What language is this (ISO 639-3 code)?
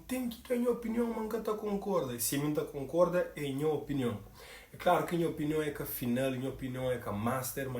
kea